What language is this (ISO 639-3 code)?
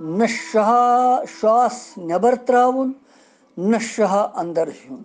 kas